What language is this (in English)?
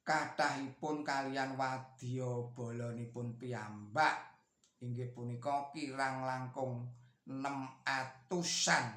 Javanese